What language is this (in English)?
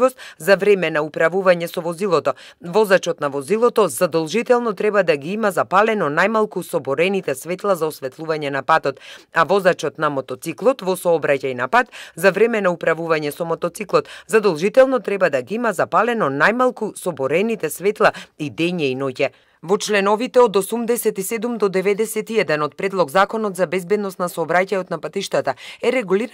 Macedonian